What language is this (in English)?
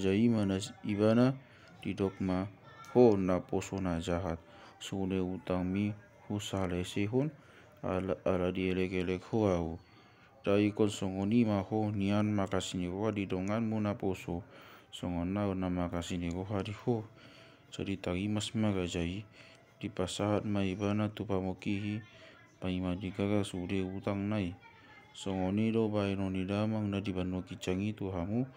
Batak Toba